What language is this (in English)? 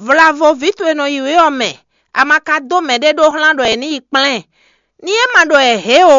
Fon